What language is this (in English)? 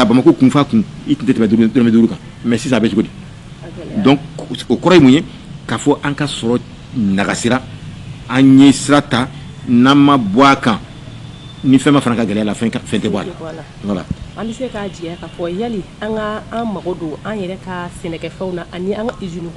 Bambara